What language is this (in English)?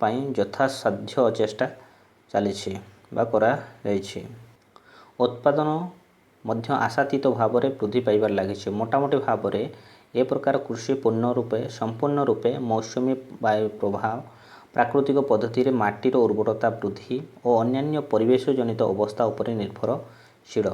Odia